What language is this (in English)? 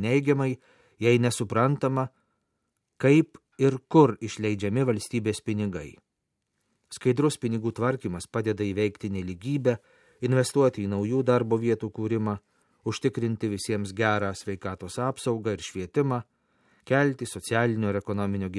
Lithuanian